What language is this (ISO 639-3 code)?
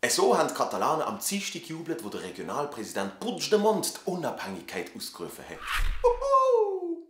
gsw